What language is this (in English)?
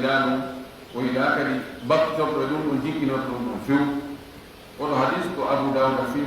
Fula